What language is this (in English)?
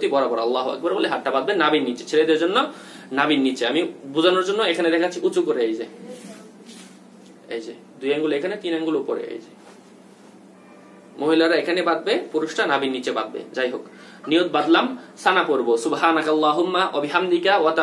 Bangla